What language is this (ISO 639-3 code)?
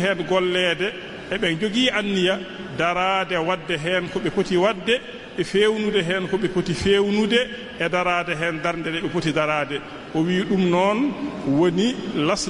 ful